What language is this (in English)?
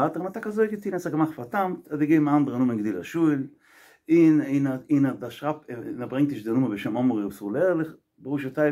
Yiddish